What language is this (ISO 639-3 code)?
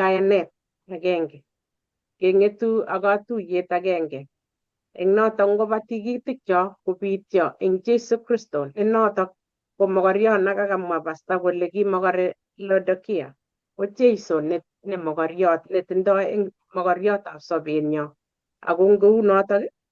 kln